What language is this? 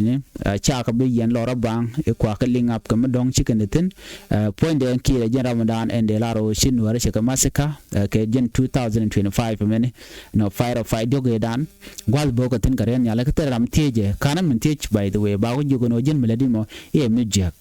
Nuer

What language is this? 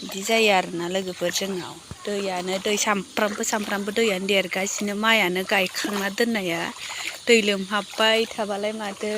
Bodo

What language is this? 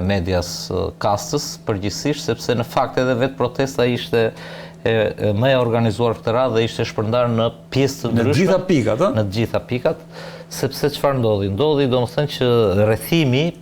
Albanian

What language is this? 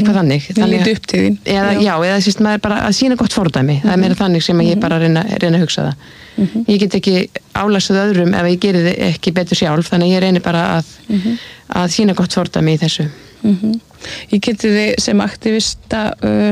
Icelandic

